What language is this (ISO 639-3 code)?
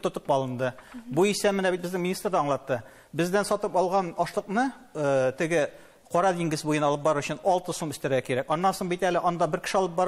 tat